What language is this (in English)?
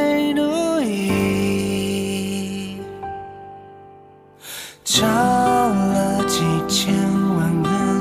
Chinese